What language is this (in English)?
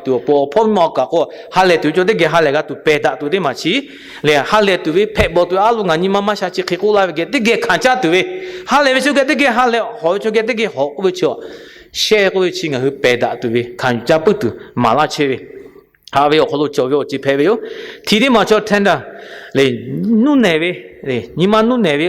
Lahu